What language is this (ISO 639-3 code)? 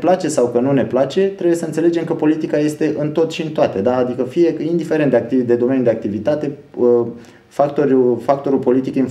ron